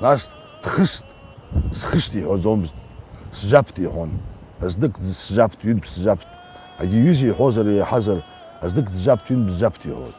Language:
Abkhazian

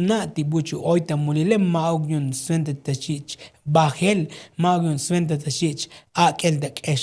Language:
Tzotzil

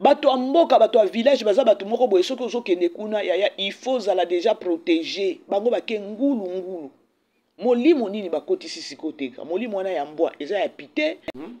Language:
Lingala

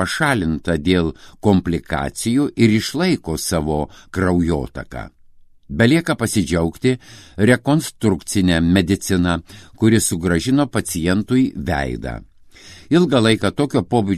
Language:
Lithuanian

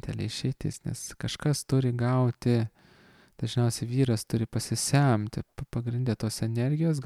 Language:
Lithuanian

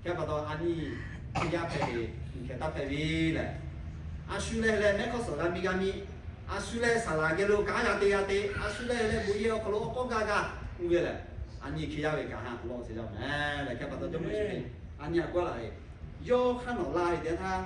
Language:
Lahu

